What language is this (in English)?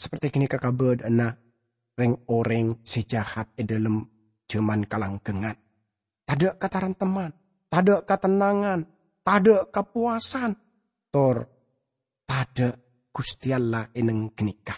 Madurese